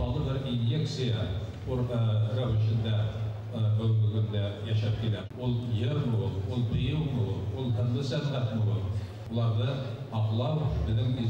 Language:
Bashkir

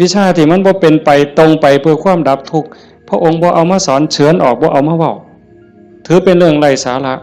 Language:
Northeastern Thai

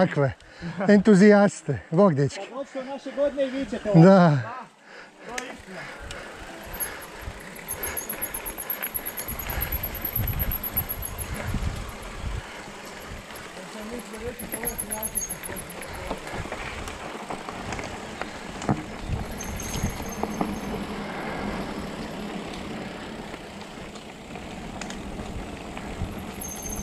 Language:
Croatian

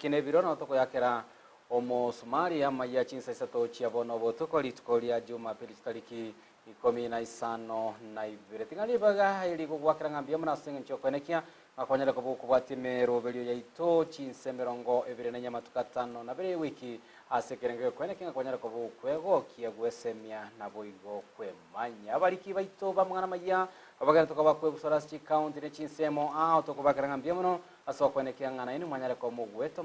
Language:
Gusii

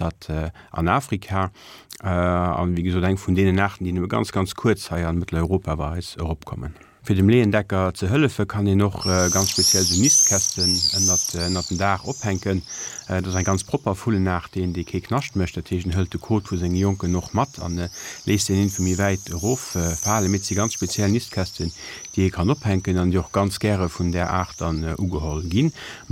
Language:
Luxembourgish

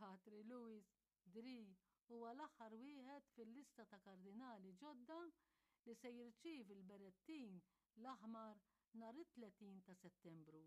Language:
Maltese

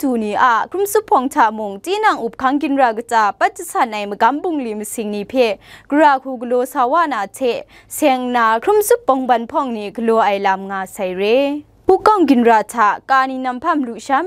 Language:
Kachin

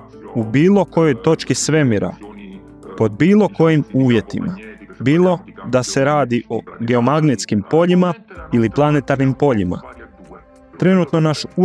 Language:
Croatian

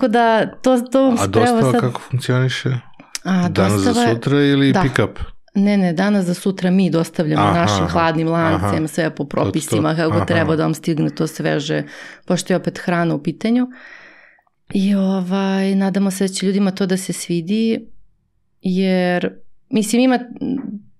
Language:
Serbian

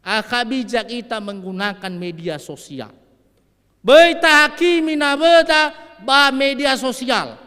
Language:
Nias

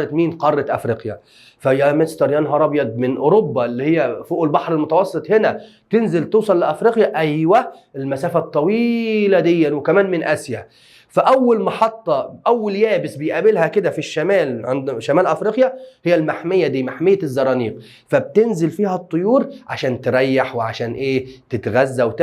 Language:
Egyptian Arabic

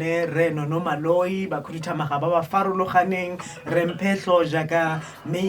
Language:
Tswana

